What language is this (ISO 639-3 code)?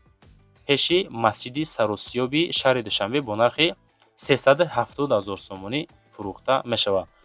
tgk